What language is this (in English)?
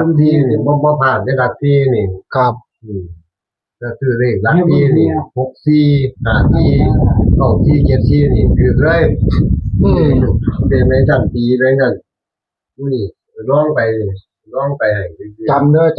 Northeastern Thai